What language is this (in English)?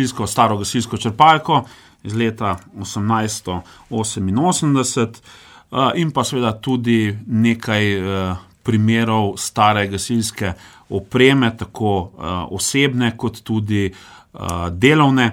Slovenian